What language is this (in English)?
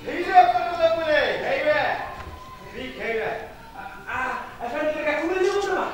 Bashkir